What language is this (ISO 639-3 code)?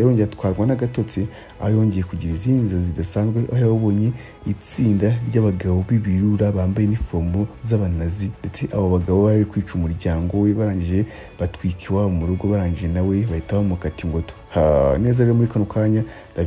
kin